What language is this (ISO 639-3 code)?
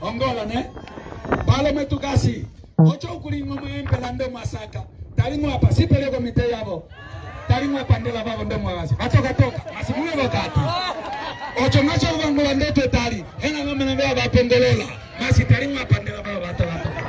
umb